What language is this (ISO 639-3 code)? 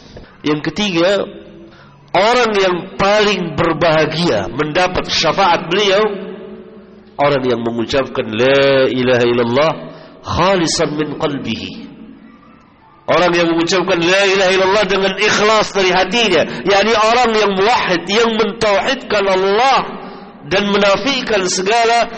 ind